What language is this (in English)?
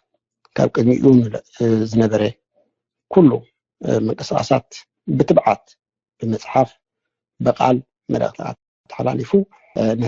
Tigrinya